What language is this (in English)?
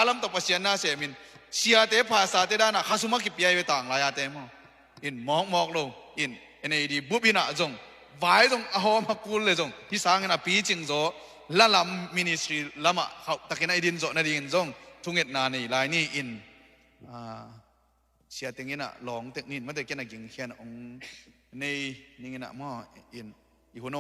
Tedim Chin